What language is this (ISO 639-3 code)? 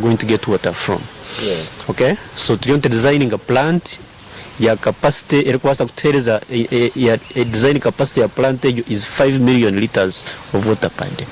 nyn